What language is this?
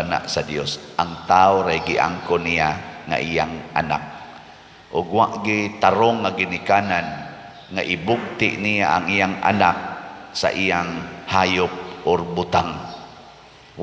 Cebuano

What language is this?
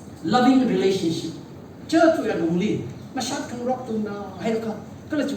Tangkhul Naga (India)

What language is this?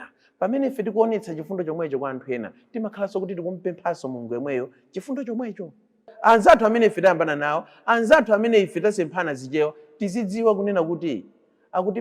Nyanja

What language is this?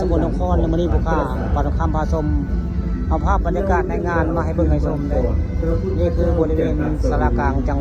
Northeastern Thai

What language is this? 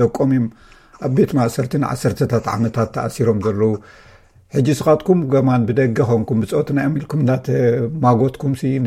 Tigrinya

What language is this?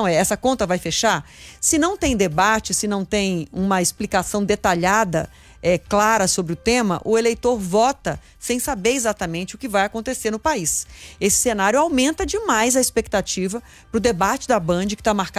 Portuguese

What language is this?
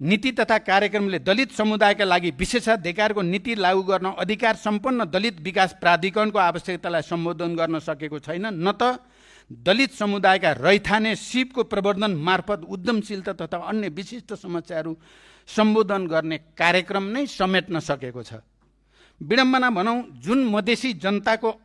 Nepali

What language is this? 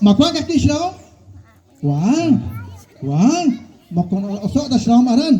Kekchí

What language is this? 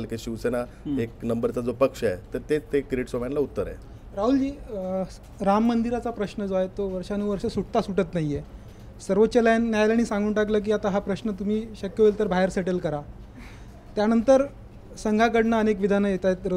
Marathi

